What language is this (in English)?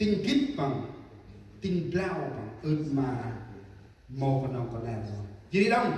Central Mnong